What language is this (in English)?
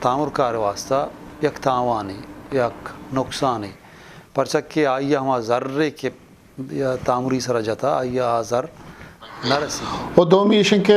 Eastern Balochi